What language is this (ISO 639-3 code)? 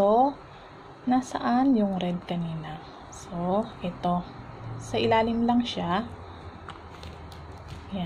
fil